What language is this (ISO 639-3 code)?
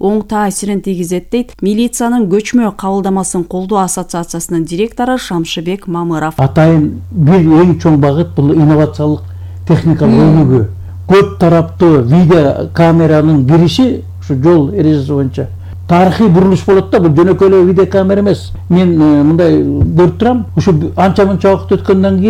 kir